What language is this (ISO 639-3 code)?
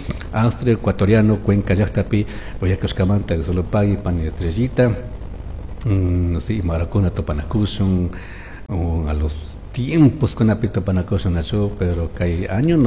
qug